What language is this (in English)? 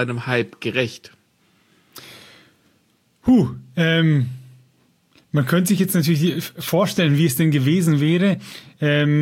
German